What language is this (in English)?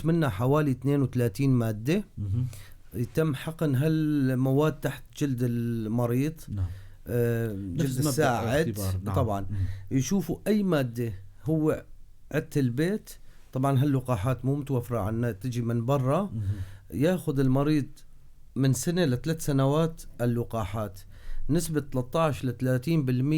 North Levantine Arabic